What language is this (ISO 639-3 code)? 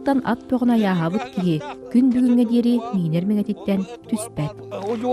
sah